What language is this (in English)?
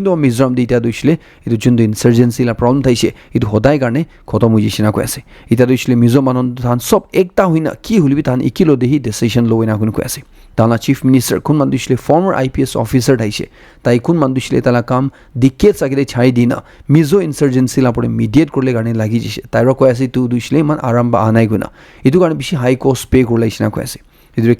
Naga Pidgin